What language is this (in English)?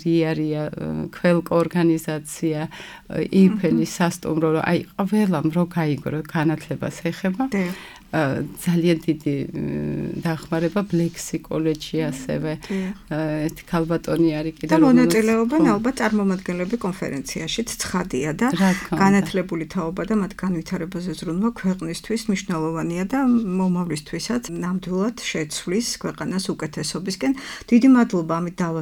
Georgian